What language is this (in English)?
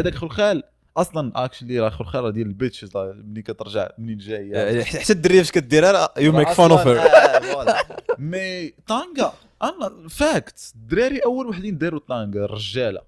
Moroccan Arabic